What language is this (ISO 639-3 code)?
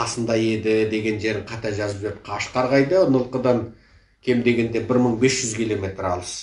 kaz